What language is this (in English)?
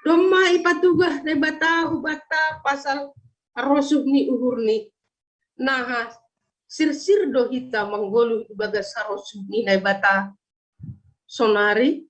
Batak Simalungun